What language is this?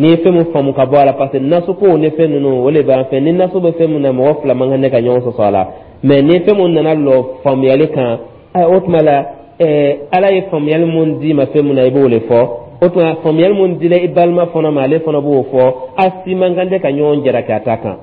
Dyula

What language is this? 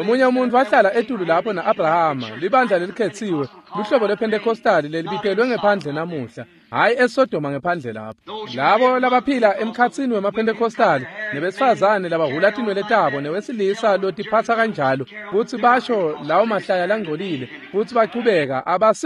Swati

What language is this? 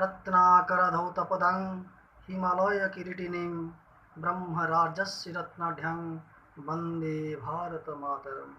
Odia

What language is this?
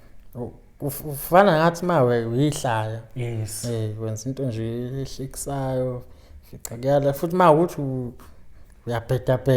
Zulu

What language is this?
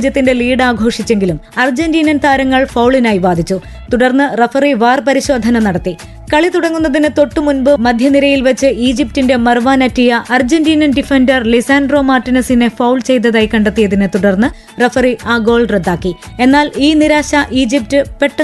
Malayalam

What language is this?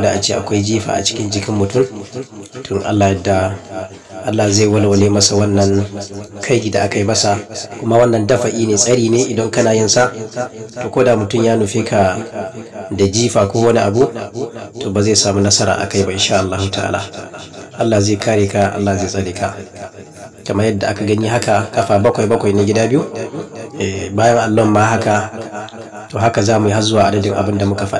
Hausa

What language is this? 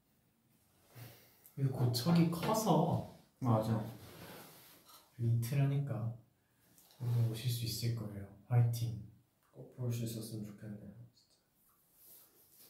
Korean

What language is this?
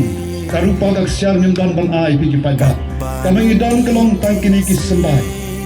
Khasi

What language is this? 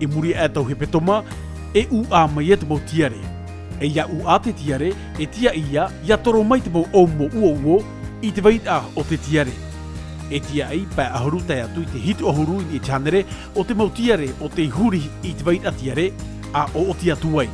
Tahitian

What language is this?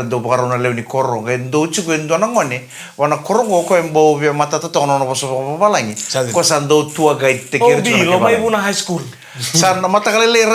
Fijian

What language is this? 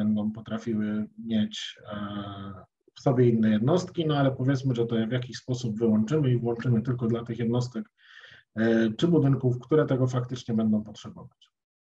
Polish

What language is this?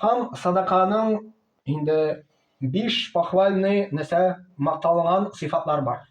Tatar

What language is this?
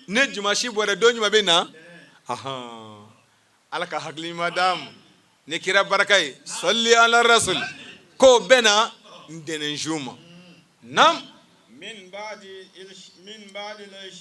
Bambara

